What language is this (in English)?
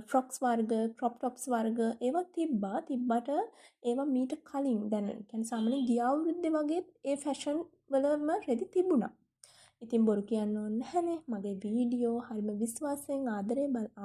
Sinhala